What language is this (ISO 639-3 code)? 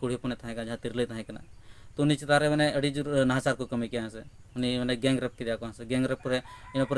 sat